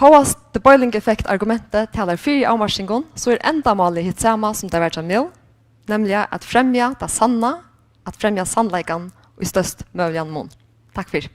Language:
Faroese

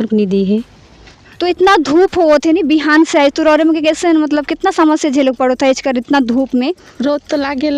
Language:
Sadri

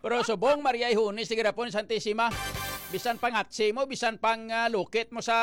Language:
Hiligaynon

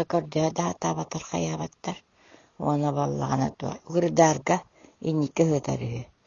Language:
Yakut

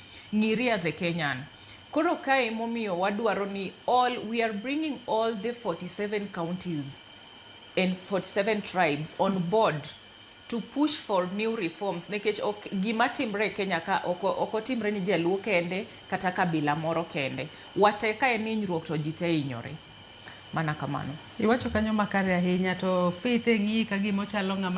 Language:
Luo (Kenya and Tanzania)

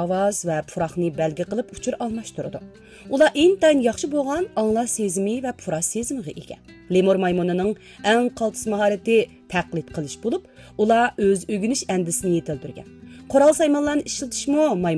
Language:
Uyghur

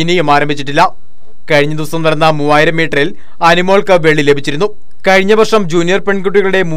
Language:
Malayalam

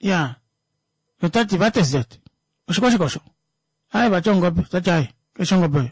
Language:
Kuanyama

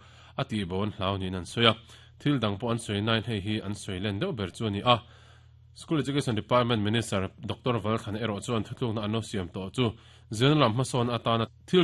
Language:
Mizo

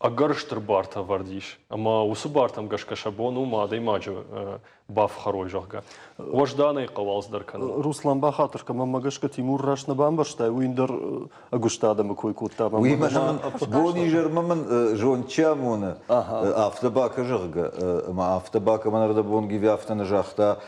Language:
Ossetic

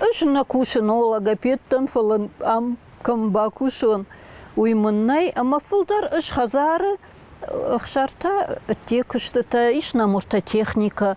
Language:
Ossetic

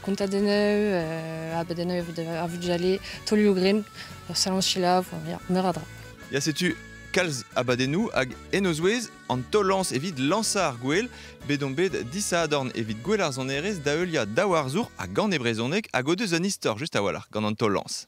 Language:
Breton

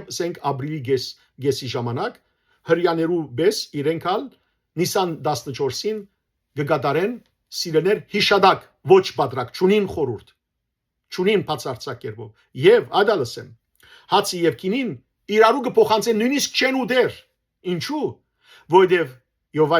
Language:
Western Armenian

